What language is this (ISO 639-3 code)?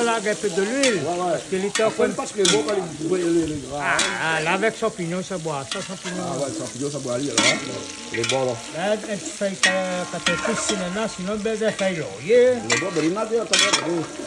rcf